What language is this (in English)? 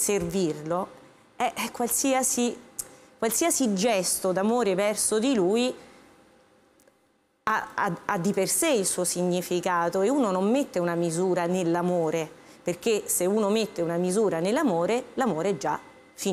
Italian